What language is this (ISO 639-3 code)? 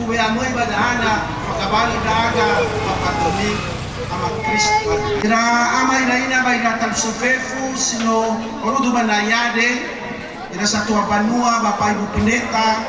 nia